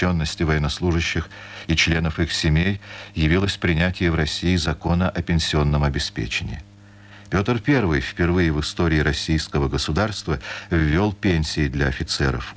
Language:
Russian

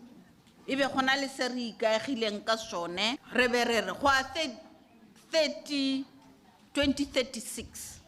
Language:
Tswana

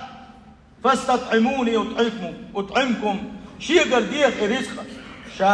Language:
Chechen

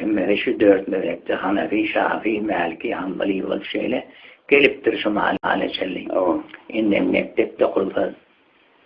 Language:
Turkmen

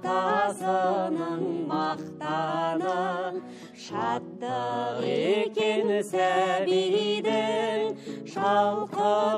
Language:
Kazakh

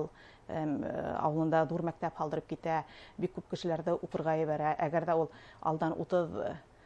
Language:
Bashkir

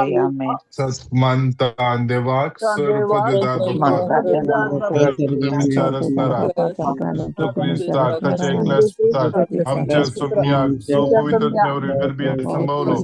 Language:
Konkani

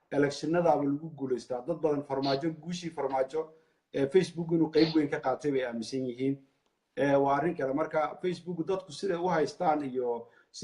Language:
Somali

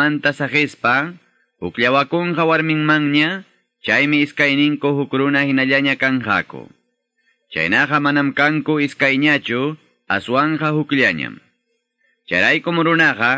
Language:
Ayacucho Quechua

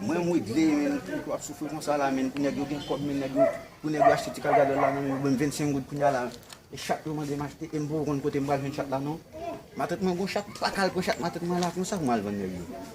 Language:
Haitian Creole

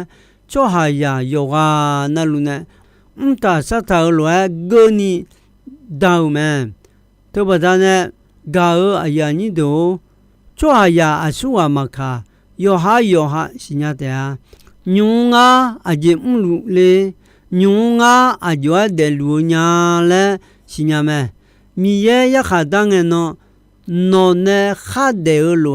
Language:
Akha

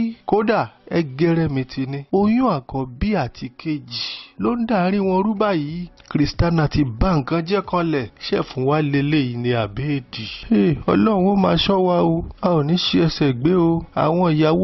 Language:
Yoruba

